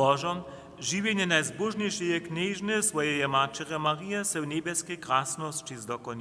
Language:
Upper Sorbian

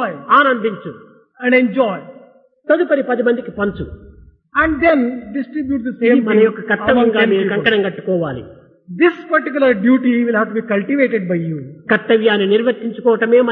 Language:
Telugu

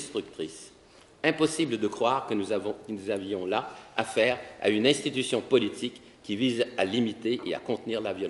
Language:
French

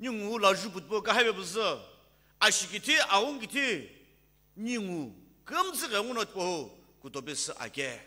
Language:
Sumi Naga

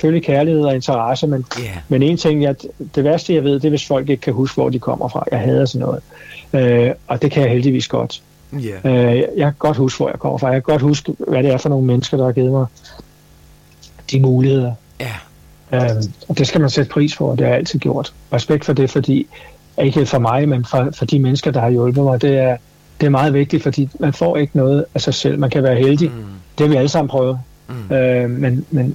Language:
Danish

